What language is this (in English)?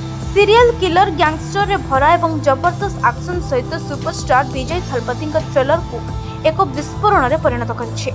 Odia